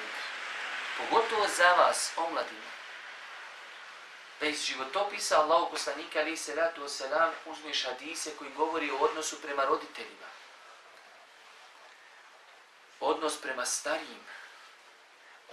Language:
Bosnian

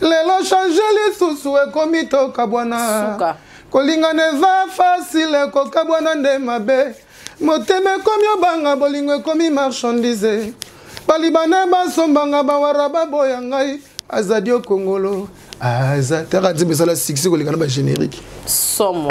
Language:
Lingala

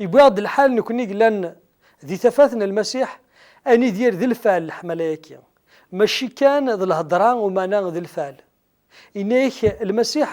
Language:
Kabyle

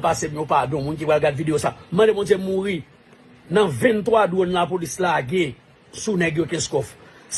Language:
Haitian Creole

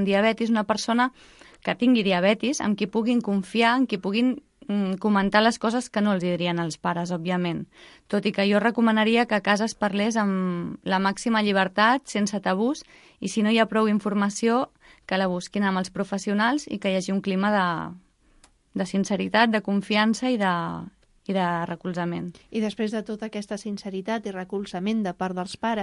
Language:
Catalan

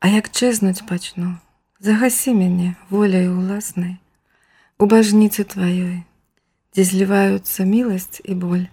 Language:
Belarusian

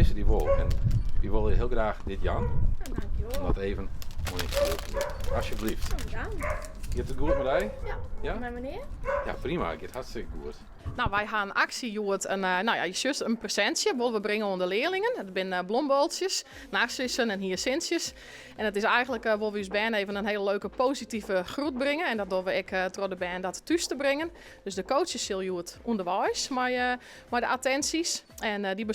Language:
Western Frisian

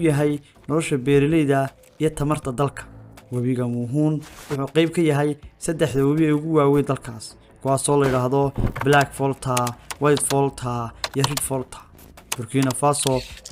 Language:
Somali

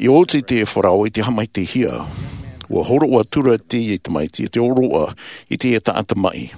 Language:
Tahitian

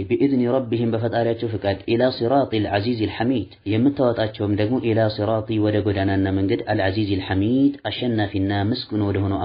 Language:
Amharic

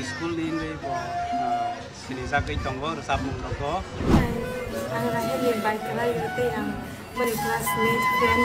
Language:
Kok Borok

